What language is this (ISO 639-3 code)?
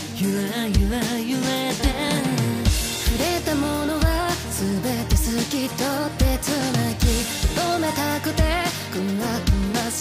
jpn